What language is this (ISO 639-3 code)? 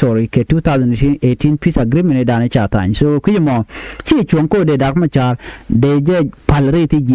nus